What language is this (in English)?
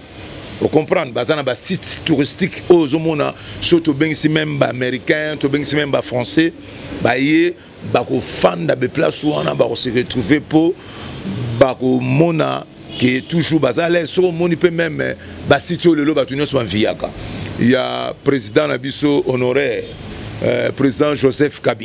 Lingala